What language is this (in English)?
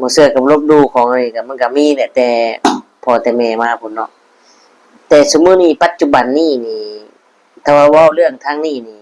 Northeastern Thai